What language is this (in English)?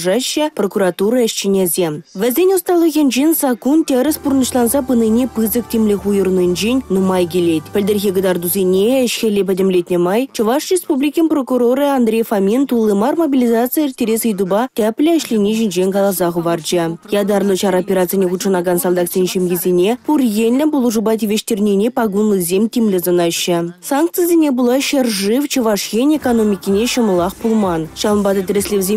Chuvash